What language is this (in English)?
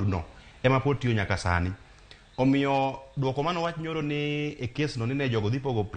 Luo (Kenya and Tanzania)